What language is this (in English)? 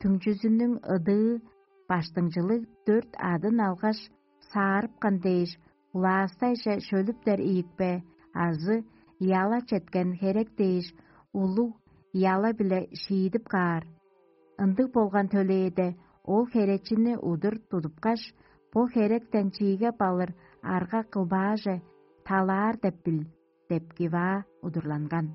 Tuvinian